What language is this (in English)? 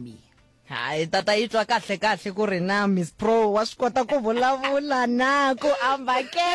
Northern Sotho